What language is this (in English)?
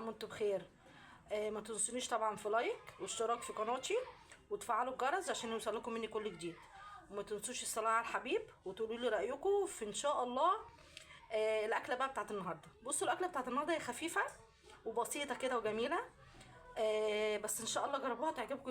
Egyptian Arabic